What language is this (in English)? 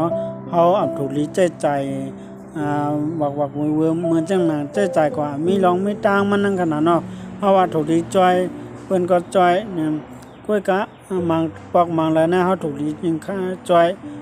Shan